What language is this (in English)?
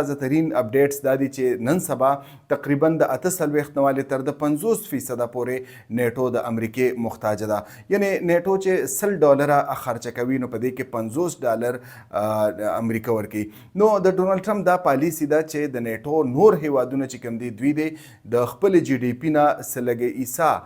Pashto